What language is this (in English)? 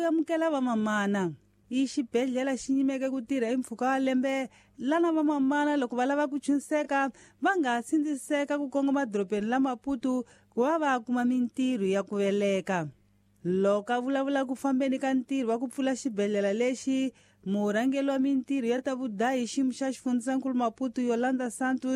Tsonga